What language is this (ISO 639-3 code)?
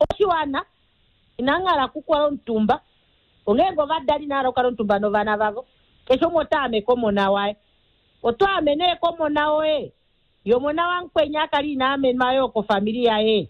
kua